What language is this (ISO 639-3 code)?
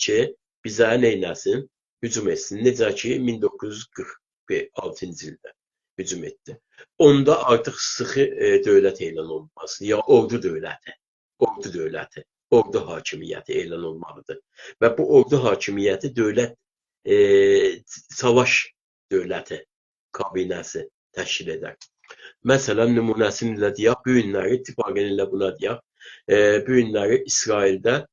azb